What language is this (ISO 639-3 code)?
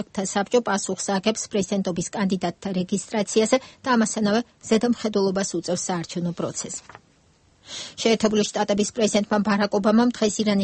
kat